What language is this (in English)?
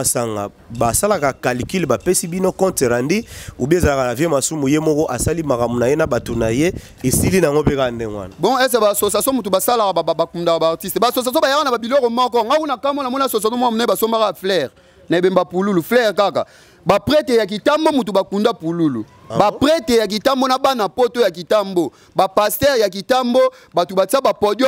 Lingala